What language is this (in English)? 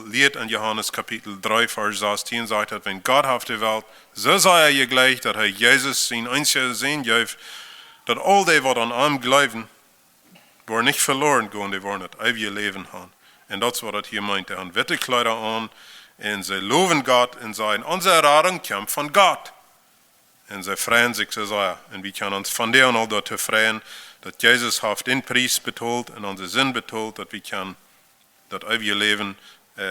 Plautdietsch